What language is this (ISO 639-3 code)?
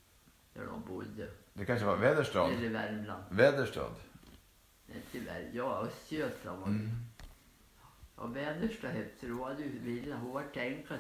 swe